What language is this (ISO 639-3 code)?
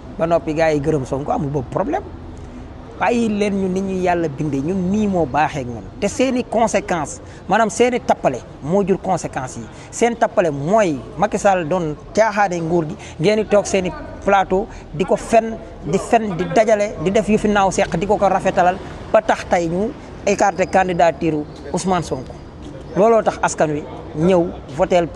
wol